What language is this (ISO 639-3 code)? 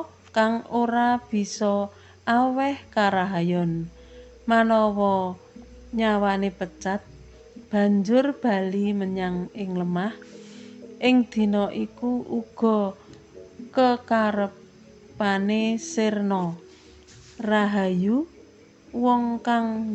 jav